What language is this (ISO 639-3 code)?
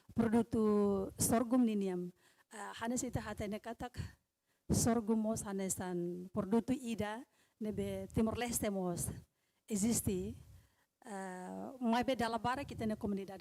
tet